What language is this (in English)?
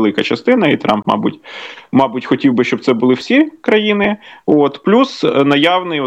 Ukrainian